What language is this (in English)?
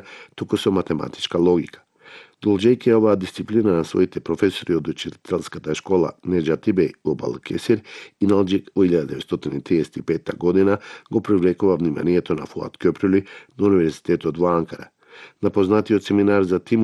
Macedonian